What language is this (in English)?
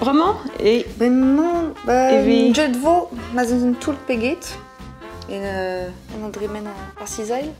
Breton